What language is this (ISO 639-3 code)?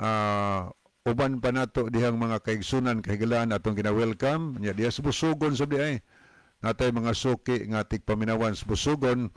ceb